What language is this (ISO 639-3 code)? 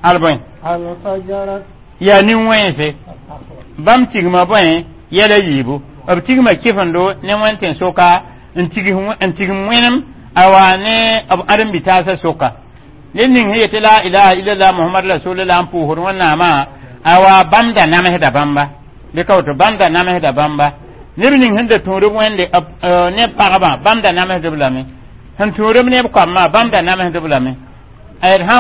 mos